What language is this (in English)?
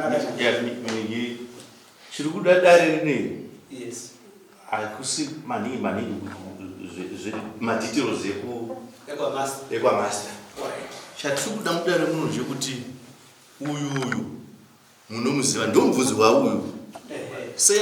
Shona